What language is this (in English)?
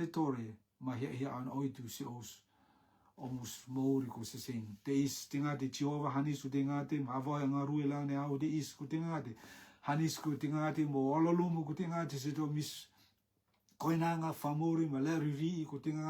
Rotuman